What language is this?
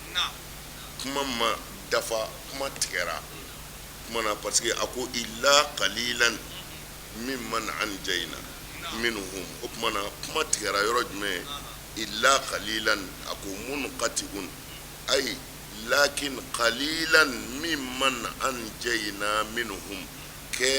Bambara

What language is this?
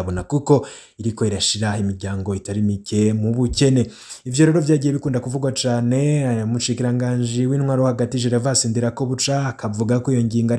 Rundi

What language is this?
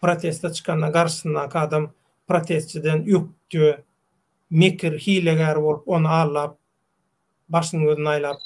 Turkmen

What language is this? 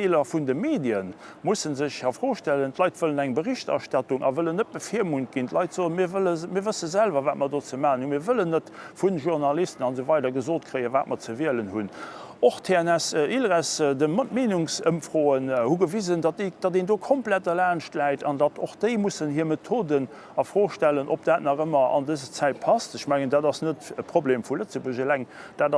Luxembourgish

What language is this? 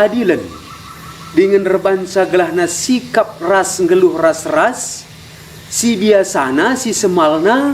Batak Karo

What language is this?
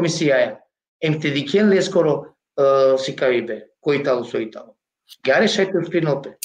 Balkan Romani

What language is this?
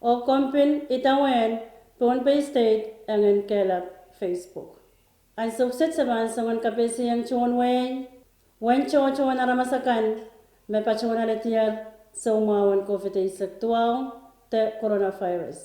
Pohnpeian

